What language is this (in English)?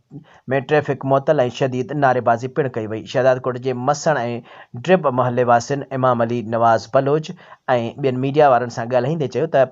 Sindhi